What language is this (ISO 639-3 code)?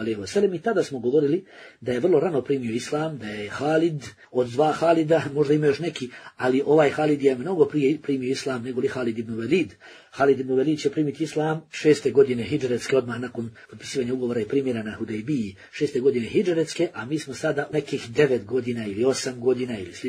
bos